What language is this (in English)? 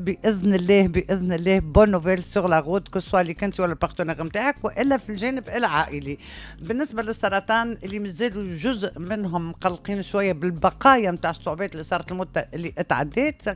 Tunisian Arabic